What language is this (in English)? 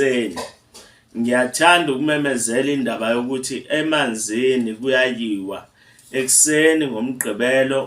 Zulu